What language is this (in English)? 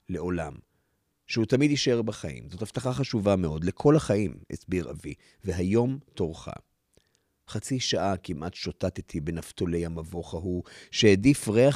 Hebrew